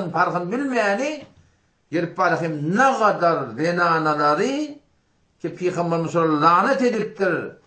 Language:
Turkmen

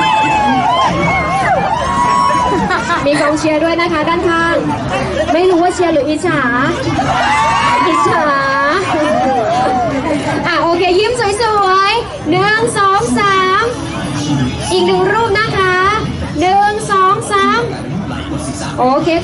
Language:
Thai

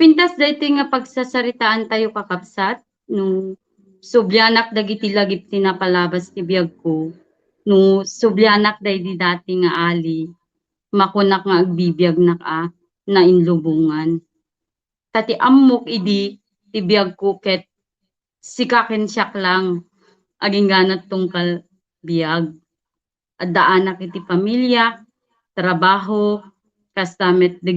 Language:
Iloko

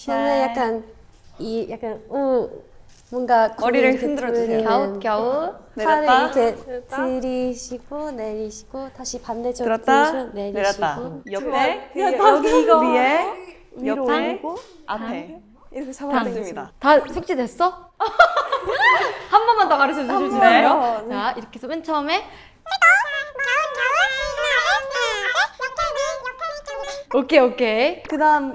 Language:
Korean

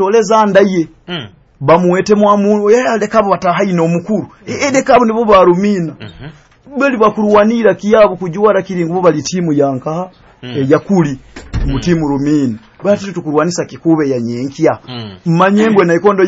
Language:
Nyoro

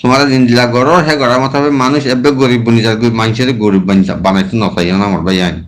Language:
Rohingya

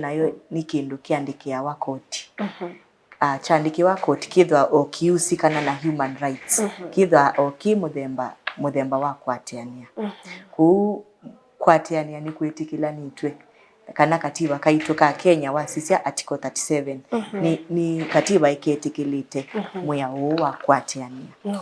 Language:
Kamba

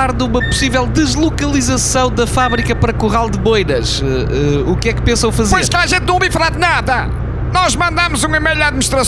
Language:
Portuguese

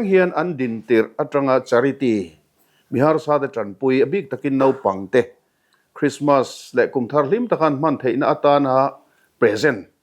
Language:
Mizo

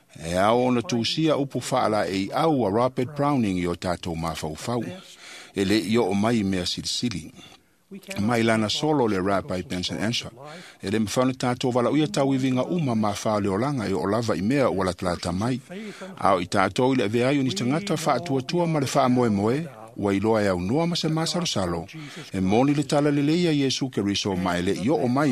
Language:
Samoan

